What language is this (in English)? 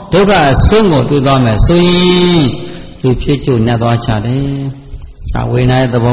Burmese